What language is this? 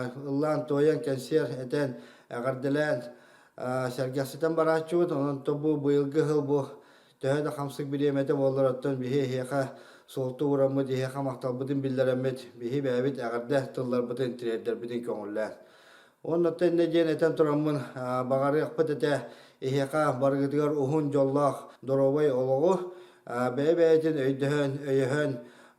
Yakut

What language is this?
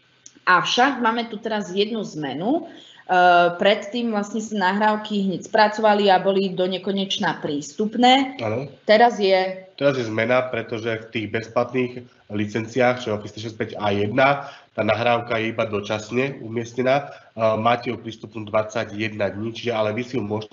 Slovak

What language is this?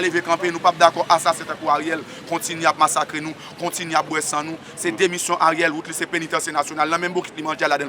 Haitian Creole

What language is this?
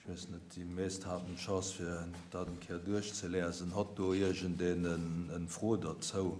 Luxembourgish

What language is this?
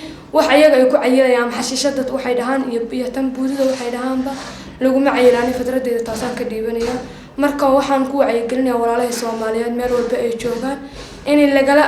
Somali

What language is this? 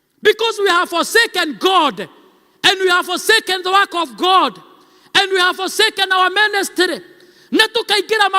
Kikuyu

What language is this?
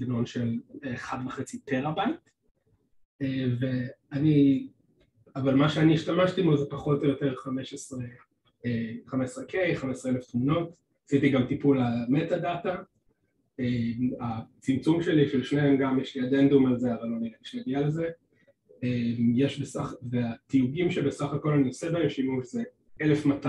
Hebrew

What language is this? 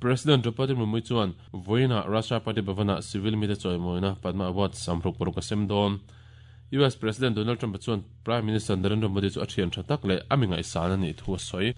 Mizo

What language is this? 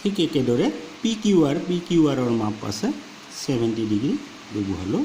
Assamese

